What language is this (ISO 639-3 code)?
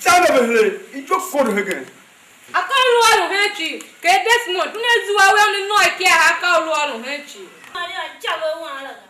tiv